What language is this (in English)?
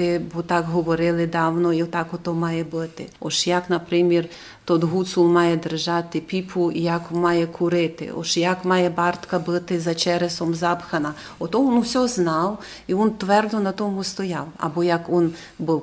Rusyn